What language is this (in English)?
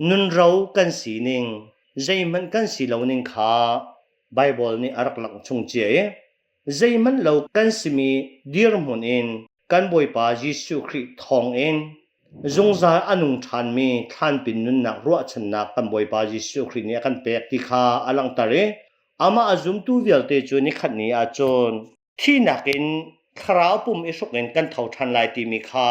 Hakha Chin